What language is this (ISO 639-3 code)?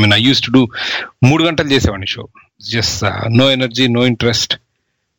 tel